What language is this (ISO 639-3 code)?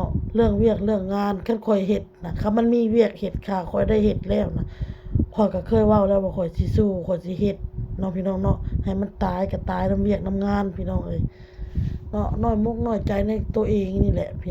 lao